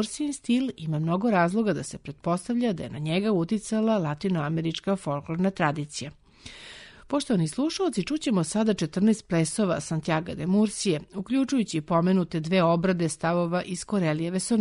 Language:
Serbian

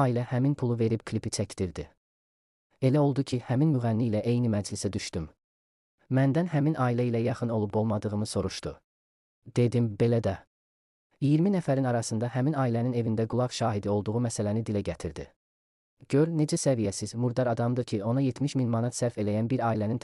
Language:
Azerbaijani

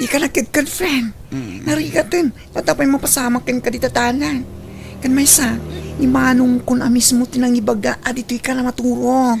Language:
Iloko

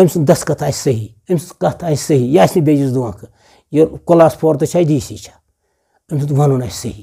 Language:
Kashmiri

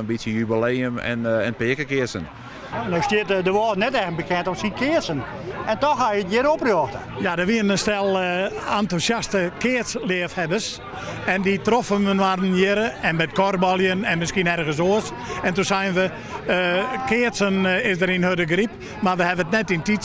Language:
Western Frisian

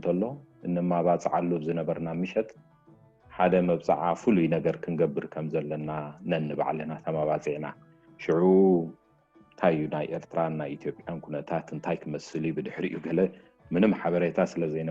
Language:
Tigrinya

